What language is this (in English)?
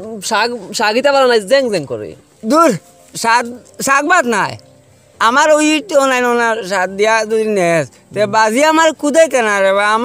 Sylheti